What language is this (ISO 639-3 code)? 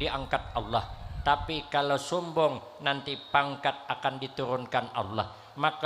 bjn